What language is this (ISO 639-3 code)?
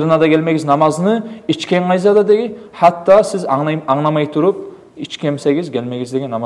kum